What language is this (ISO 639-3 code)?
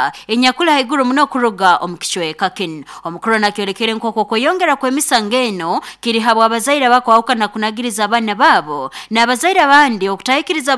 nyn